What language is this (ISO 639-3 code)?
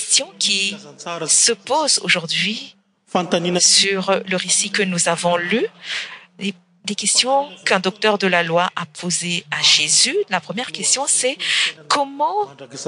fra